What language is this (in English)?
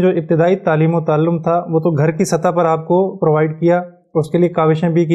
Urdu